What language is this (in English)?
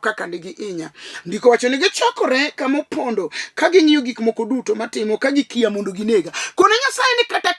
Luo (Kenya and Tanzania)